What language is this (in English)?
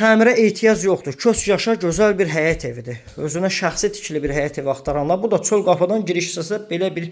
Azerbaijani